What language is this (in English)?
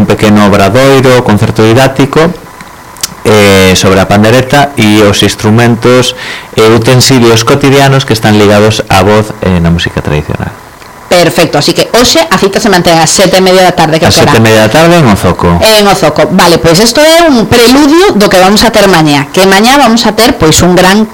Galician